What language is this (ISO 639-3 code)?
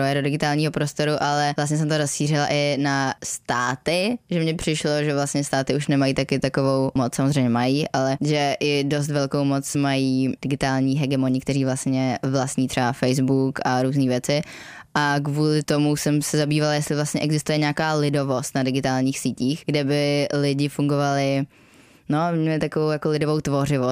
ces